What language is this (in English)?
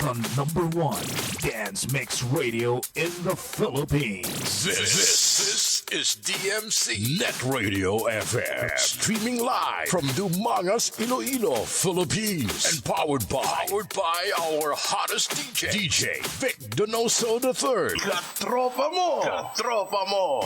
Hiligaynon